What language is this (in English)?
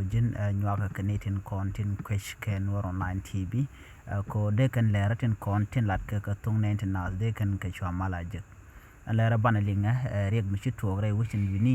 Nuer